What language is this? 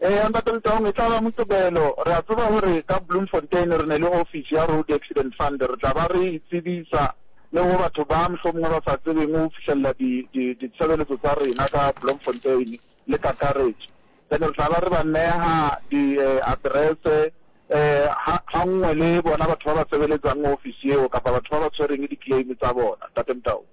Southern Sotho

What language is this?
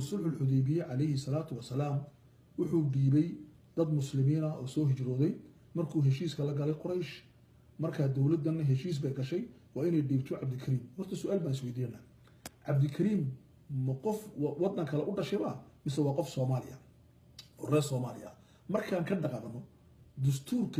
Somali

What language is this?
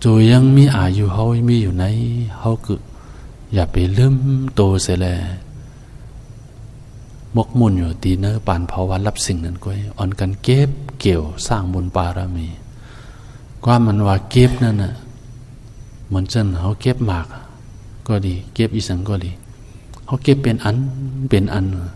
Shan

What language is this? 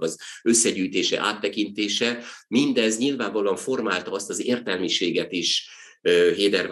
Hungarian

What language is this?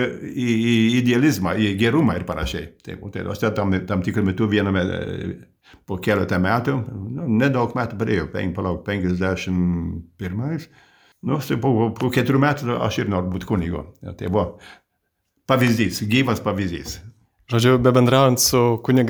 Lithuanian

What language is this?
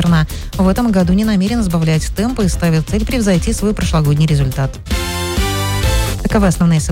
Russian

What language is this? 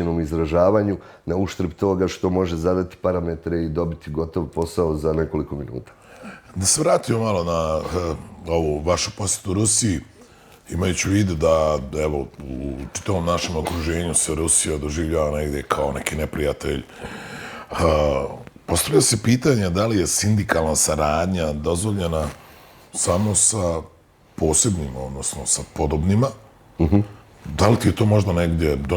Bosnian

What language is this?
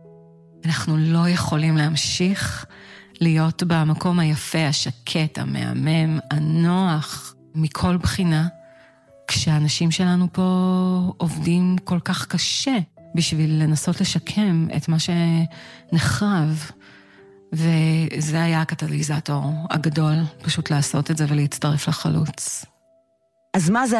Hebrew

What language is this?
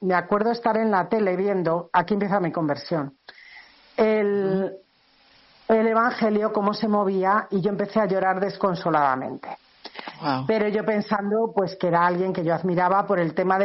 Spanish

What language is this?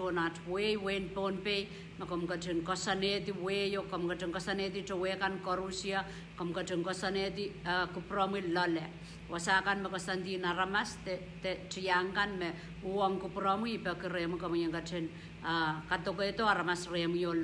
Pohnpeian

